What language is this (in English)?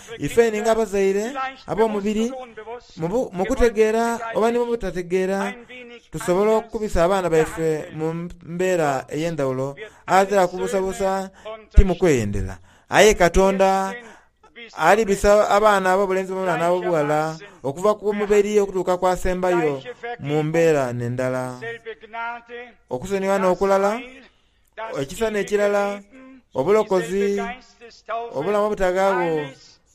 Soga